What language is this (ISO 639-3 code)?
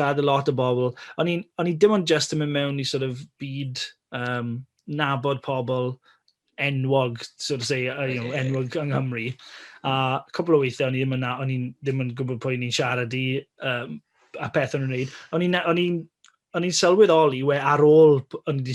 cym